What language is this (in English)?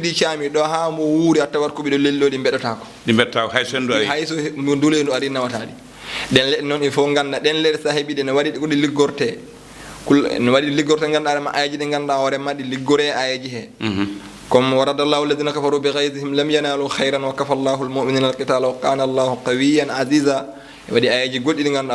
Fula